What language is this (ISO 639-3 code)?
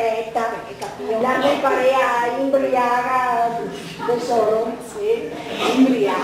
vec